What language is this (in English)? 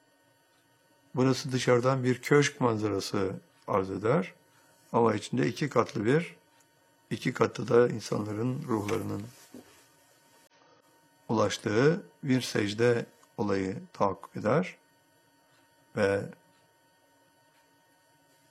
Turkish